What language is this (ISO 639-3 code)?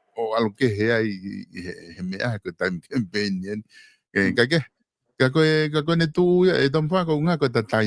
ton